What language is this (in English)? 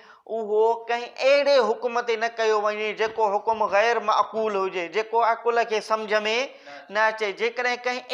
Sindhi